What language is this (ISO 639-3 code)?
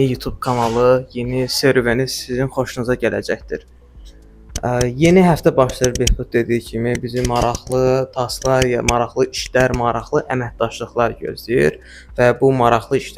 aze